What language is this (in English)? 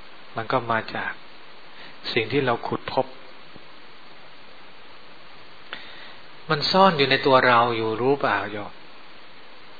Thai